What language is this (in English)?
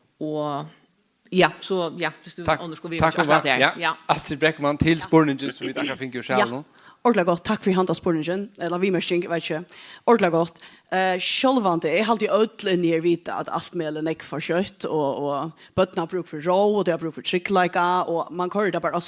Faroese